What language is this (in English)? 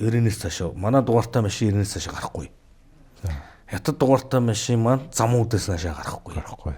Mongolian